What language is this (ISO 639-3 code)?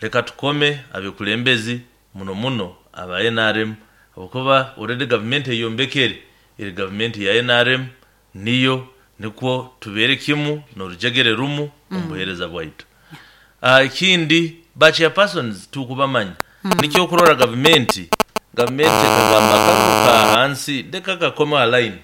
nyo